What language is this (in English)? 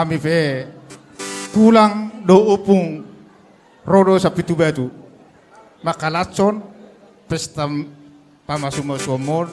Batak Toba